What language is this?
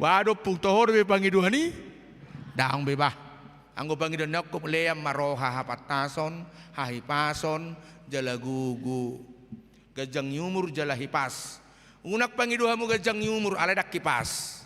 Batak Toba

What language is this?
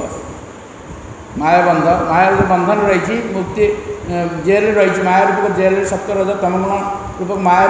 Odia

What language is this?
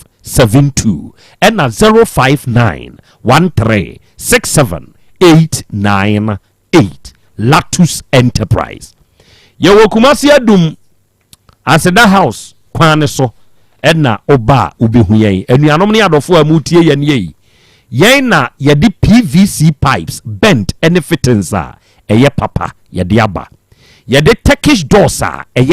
Akan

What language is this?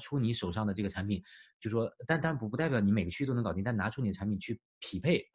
Chinese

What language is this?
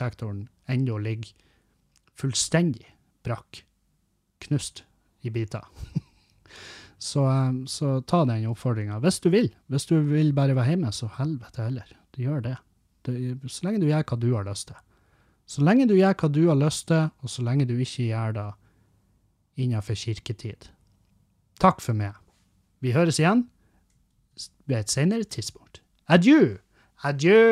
Norwegian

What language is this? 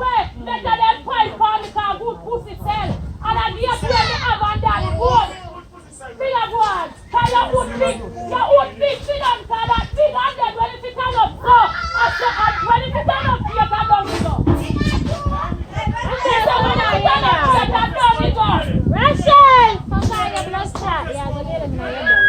Jamaican Creole English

